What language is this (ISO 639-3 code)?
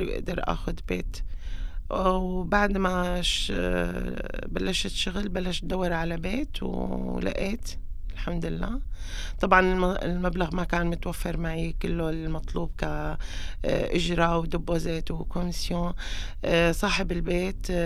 apc